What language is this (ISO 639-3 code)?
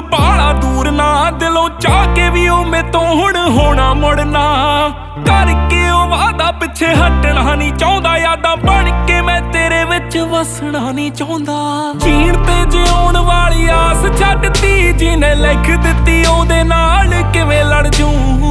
pan